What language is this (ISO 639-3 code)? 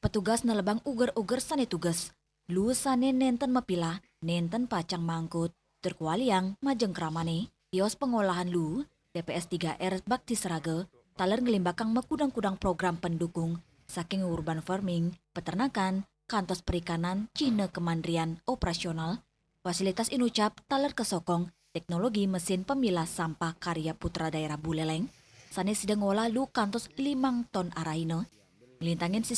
ban